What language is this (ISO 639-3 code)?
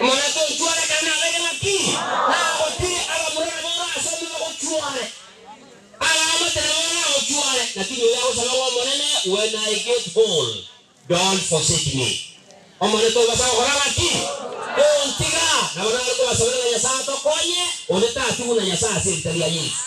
guz